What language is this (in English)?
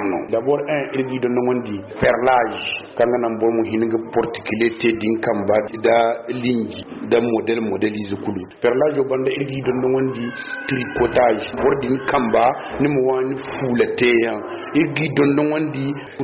Zarma